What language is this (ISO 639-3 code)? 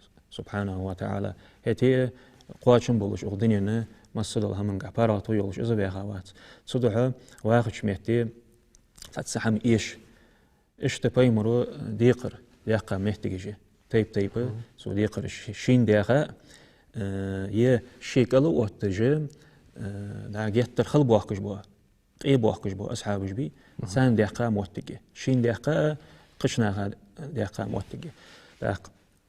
inh